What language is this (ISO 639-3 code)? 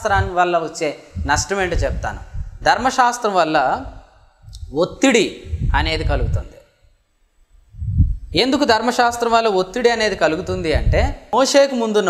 tel